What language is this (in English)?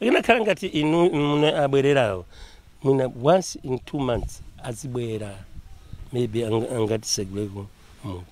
Nyanja